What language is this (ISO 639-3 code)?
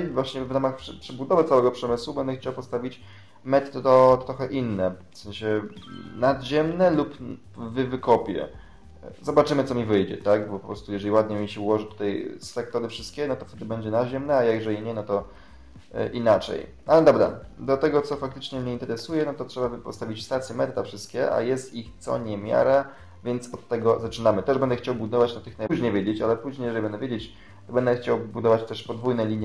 pol